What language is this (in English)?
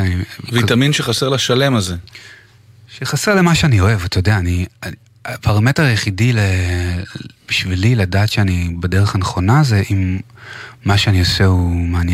Hebrew